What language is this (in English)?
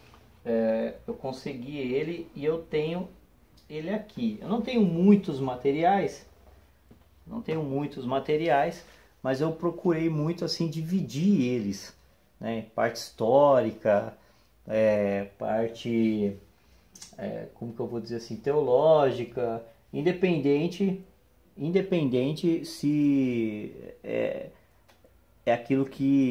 Portuguese